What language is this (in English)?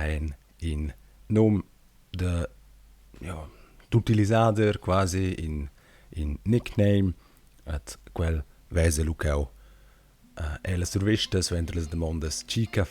Romansh